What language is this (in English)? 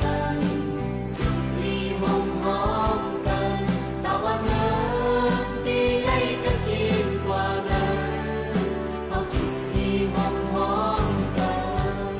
Shan